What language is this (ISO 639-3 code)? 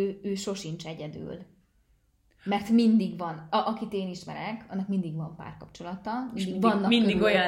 hun